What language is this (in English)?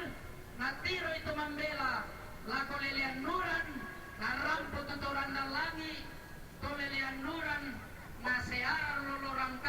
Toraja-Sa'dan